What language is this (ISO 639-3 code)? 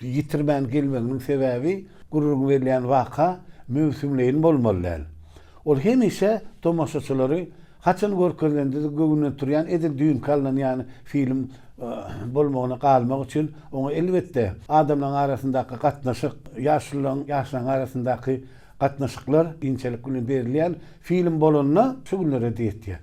tuk